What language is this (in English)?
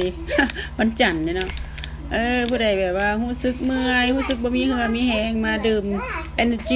Lao